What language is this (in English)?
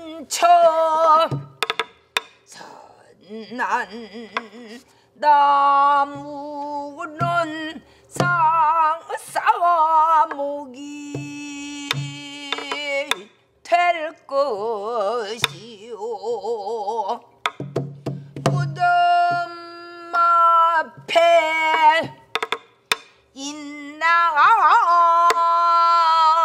Korean